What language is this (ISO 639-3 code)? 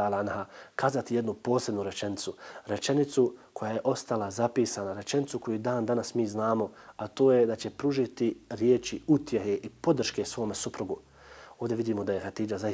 bos